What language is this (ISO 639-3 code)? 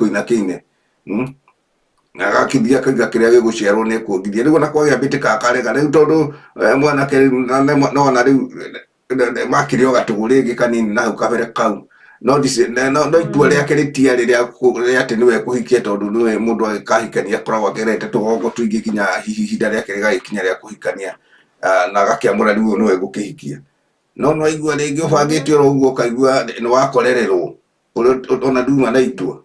kik